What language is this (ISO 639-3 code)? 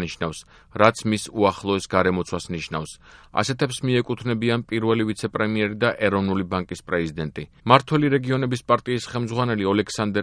kat